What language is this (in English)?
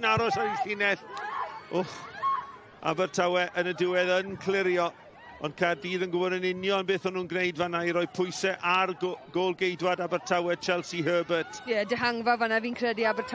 Welsh